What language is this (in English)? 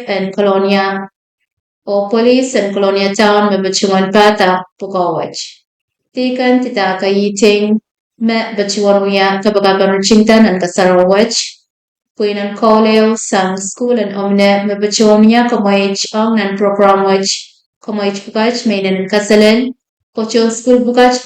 Pohnpeian